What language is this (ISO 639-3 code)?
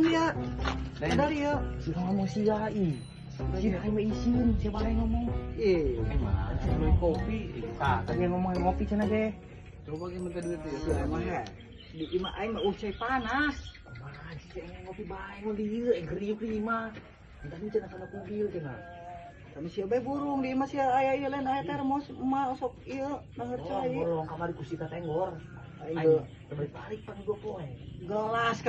sun